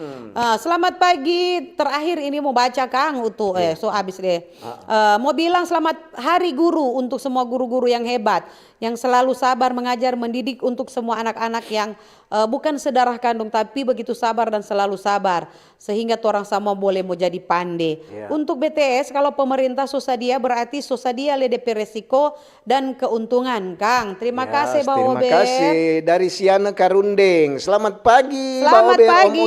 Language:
Manado Malay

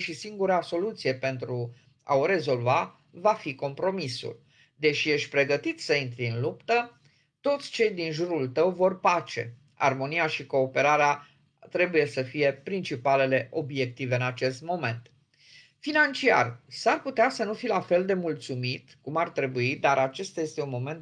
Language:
Romanian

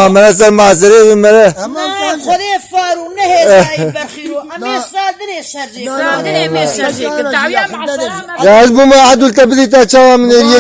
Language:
Kurdish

